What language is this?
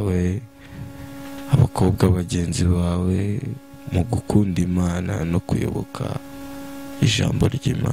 Kinyarwanda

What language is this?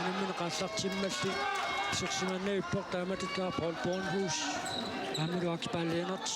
Kalaallisut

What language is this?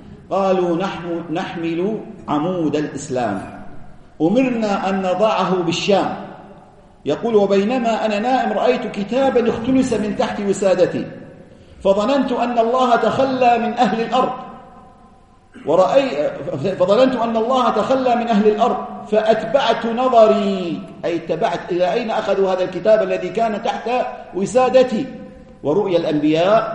Arabic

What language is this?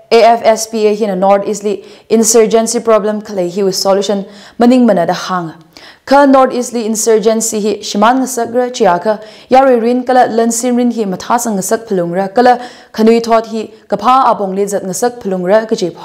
Tangkhul Naga (India)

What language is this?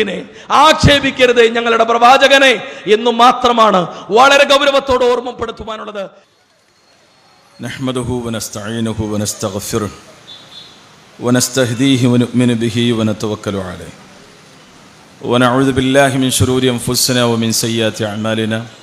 Malayalam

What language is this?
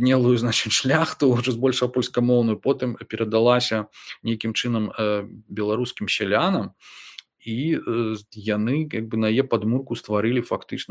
Belarusian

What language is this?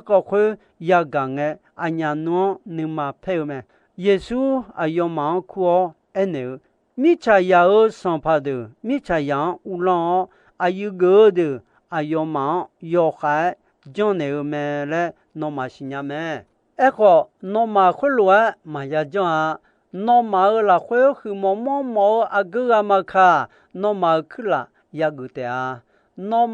Akha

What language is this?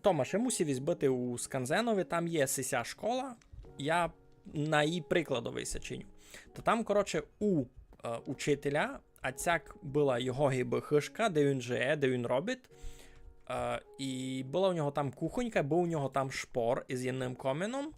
Rusyn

